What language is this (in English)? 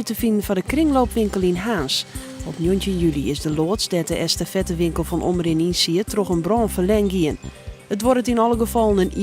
Western Frisian